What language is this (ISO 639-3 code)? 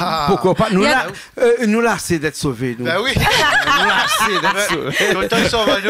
rcf